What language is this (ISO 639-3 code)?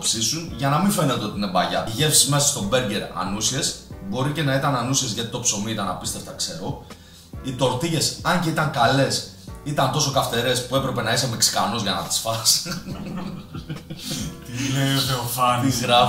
ell